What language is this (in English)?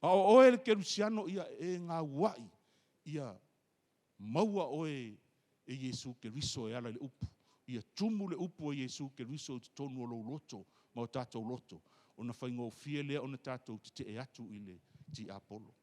Samoan